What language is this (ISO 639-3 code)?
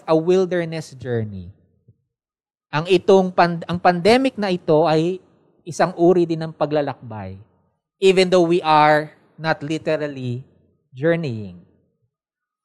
fil